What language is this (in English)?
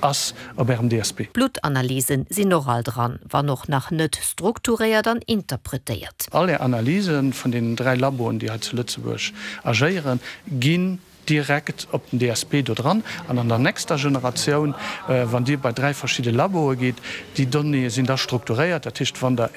Luxembourgish